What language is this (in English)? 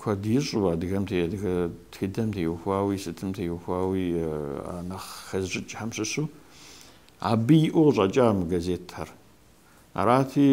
Kabardian